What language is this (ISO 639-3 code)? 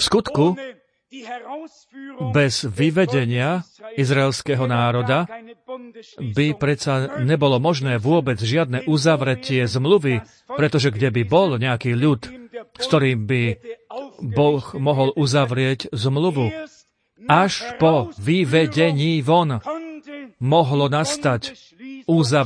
slk